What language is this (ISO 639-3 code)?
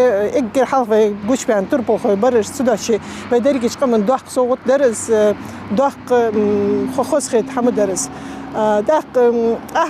inh